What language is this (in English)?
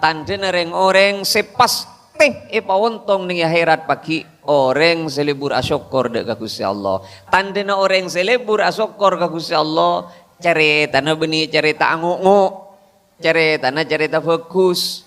Madurese